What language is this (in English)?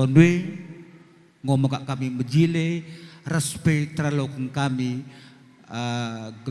Batak Karo